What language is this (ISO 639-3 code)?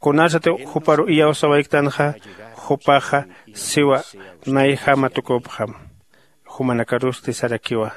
aym